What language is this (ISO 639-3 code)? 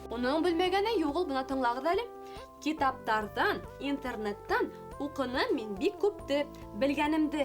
bak